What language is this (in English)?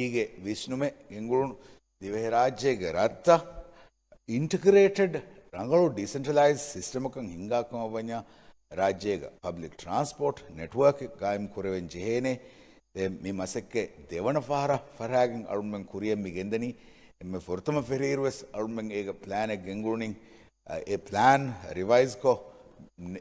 Divehi